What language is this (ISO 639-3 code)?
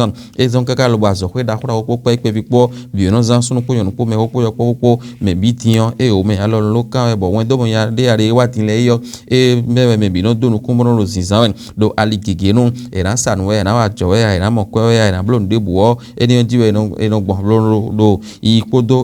fon